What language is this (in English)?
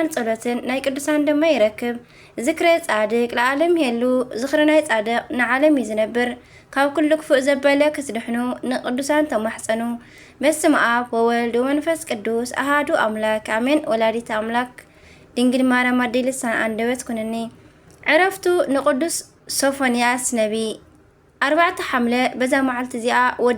Tigrinya